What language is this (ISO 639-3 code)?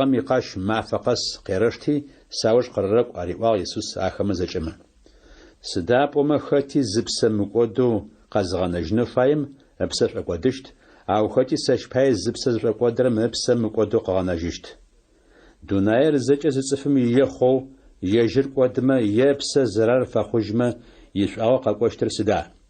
ady